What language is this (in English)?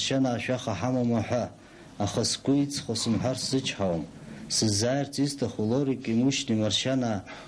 Abkhazian